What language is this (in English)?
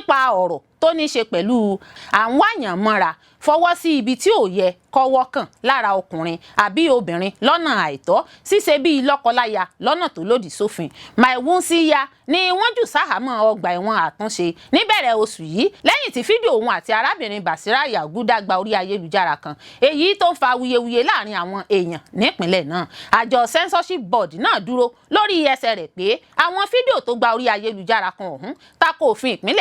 Yoruba